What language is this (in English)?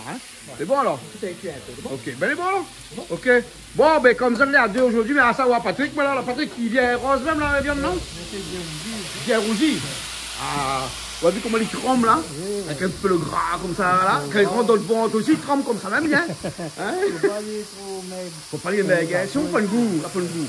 Réunion Creole French